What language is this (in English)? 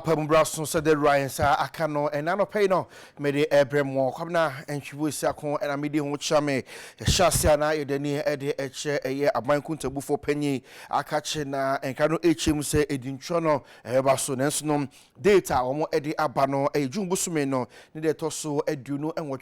Akan